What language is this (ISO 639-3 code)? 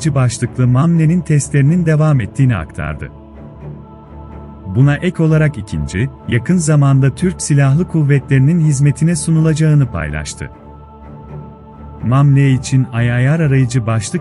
tur